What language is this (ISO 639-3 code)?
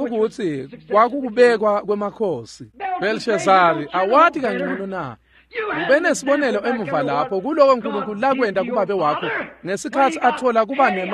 ssw